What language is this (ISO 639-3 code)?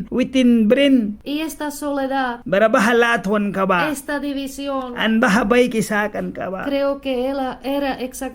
miq